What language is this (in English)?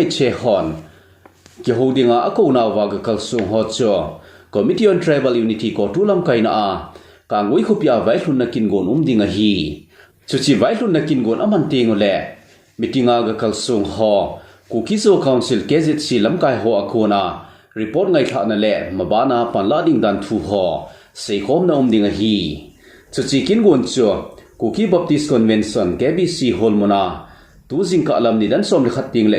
Thado Chin